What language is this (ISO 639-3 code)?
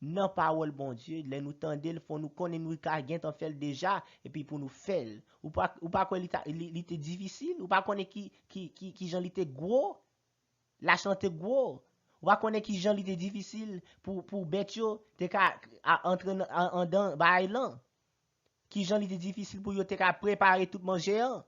hat